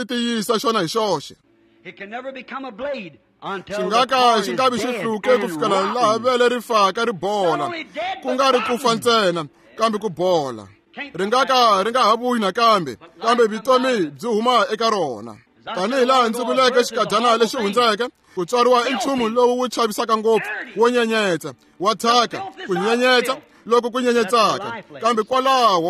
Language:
Tsonga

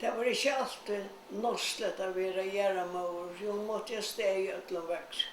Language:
Faroese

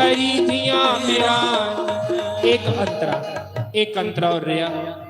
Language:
Dogri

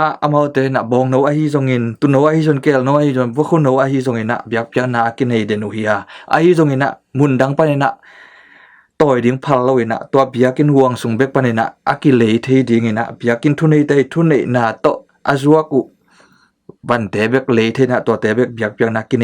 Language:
Tedim Chin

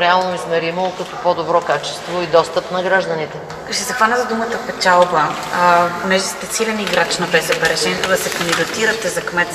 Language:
Bulgarian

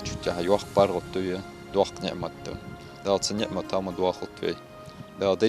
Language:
Ingush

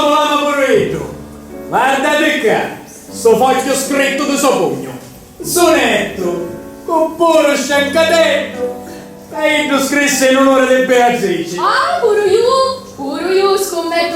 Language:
Sicilian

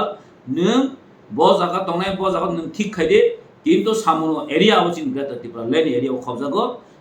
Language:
Kok Borok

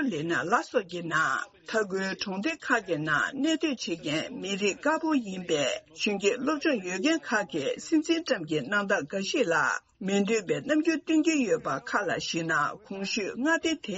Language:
Tibetan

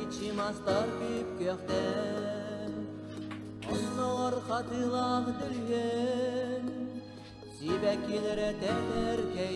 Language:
Yakut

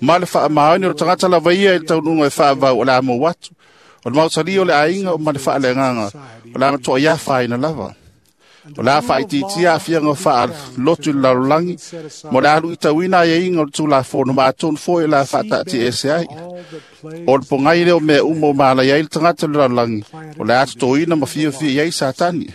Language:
Samoan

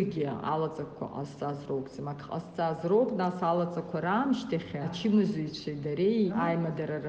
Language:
Abkhazian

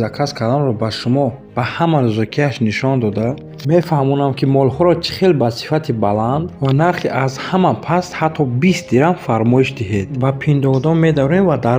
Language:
Tajik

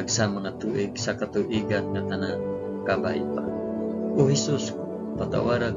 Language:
Hiligaynon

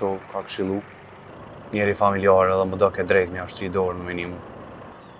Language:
Albanian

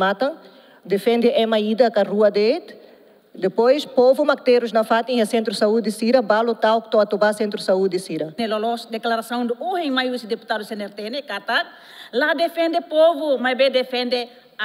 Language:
Tetum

